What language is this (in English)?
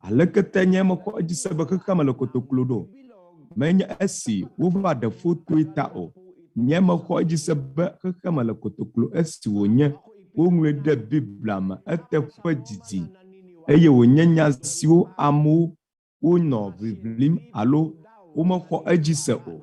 Ewe